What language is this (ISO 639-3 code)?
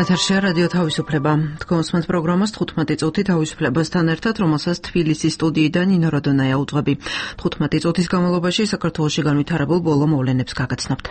kat